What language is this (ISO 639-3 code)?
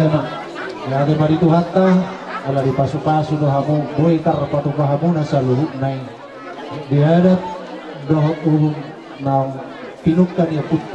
bbc